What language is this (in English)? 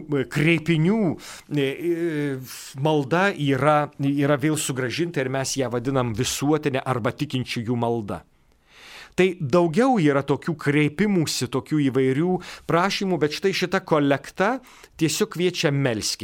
Lithuanian